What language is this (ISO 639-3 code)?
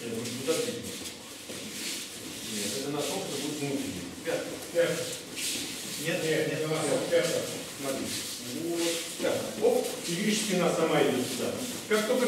rus